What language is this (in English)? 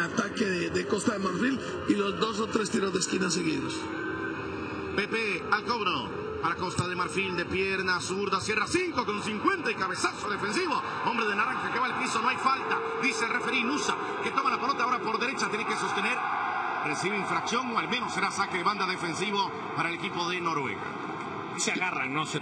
Spanish